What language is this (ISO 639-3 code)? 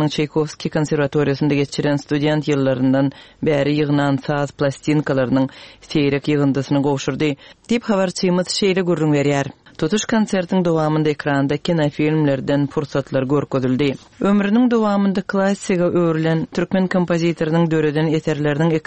tuk